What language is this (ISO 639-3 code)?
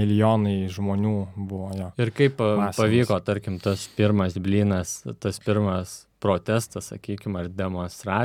lit